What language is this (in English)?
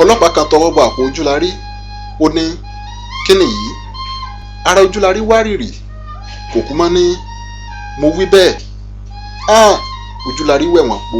Yoruba